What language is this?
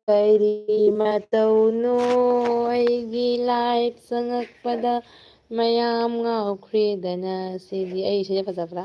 Manipuri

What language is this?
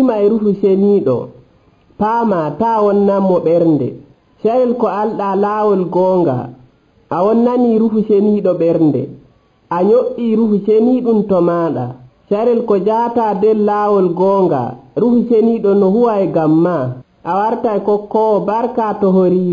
Nigerian Fulfulde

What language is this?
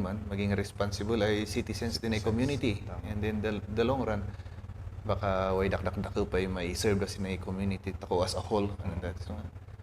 Kankanaey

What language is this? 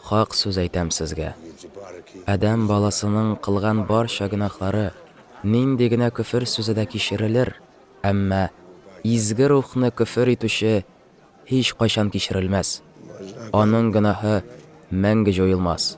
Tatar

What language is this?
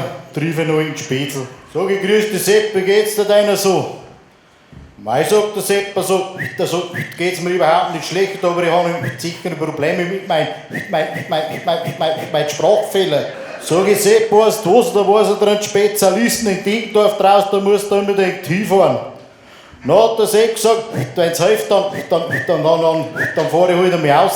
Bavarian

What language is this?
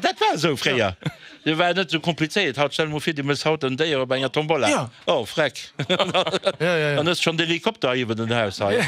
Luxembourgish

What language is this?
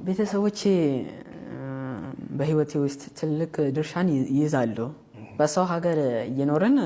Amharic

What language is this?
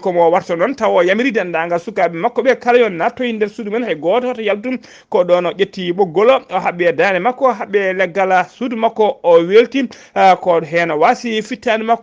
Fula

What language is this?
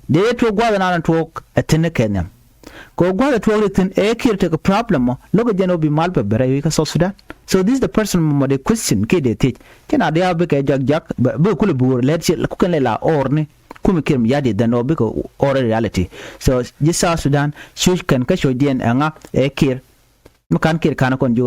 Nuer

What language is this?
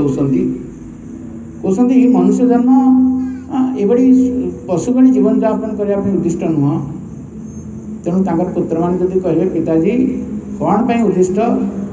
Odia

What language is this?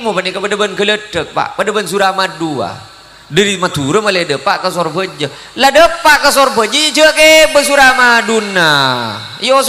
Madurese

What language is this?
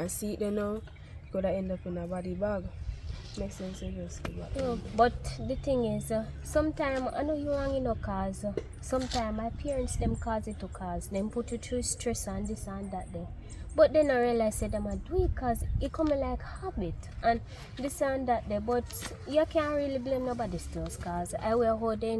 Jamaican Creole English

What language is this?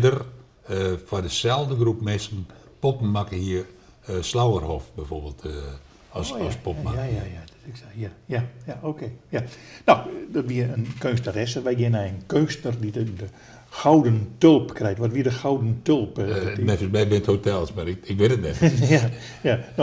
Western Frisian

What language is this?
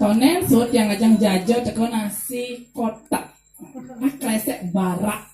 Balinese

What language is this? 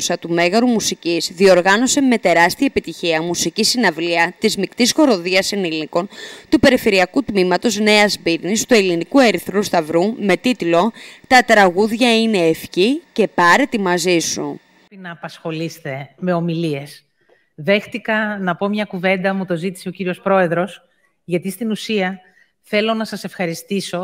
Greek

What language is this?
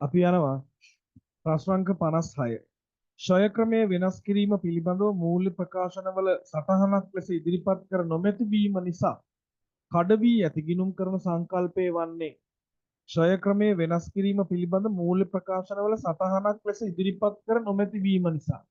Sinhala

